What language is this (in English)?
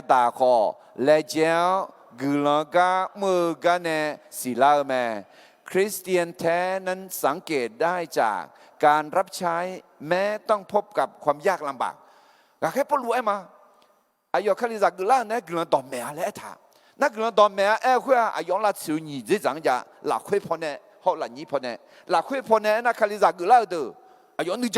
Akha